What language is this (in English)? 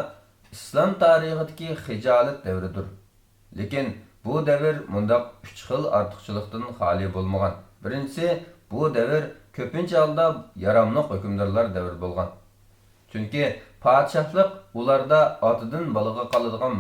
Uyghur